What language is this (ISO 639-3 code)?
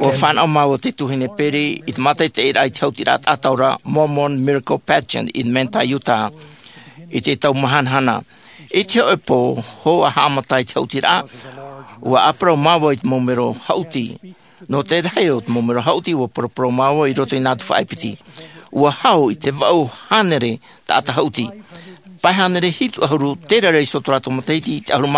tah